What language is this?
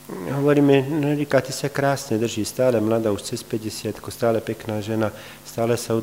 Slovak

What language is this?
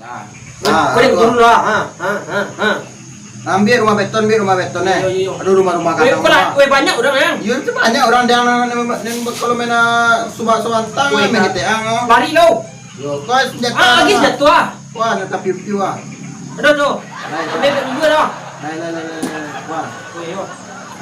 Minangkabau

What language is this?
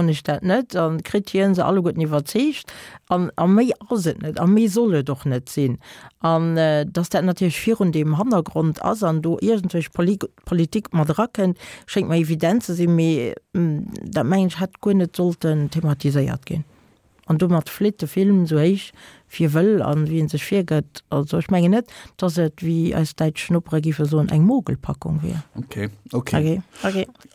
Luxembourgish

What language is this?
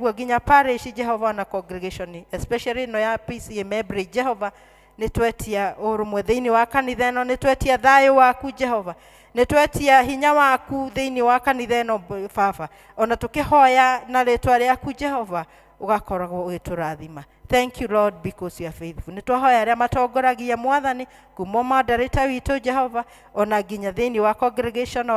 Kikuyu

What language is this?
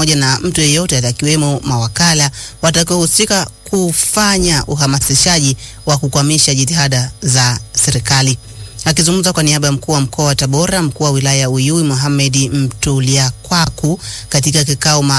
Swahili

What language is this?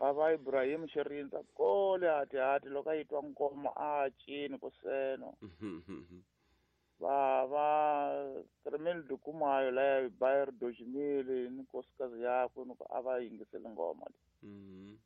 Tsonga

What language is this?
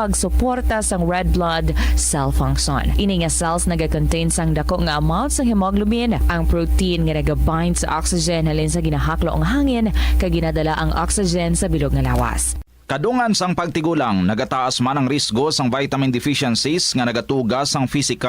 Hiligaynon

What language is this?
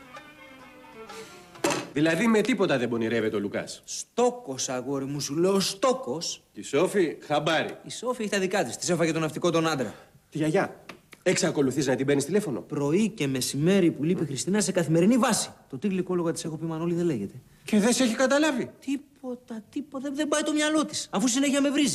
Greek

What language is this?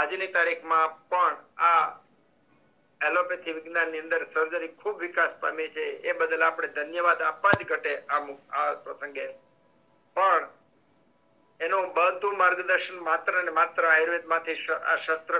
Gujarati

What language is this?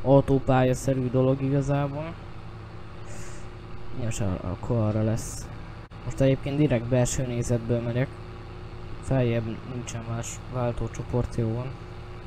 Hungarian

